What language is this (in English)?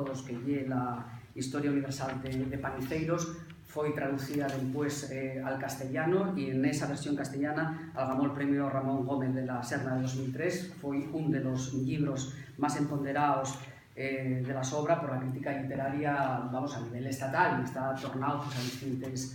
Asturian